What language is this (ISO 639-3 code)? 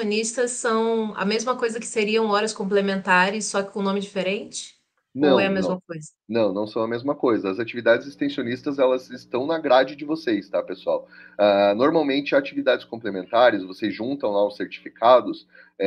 por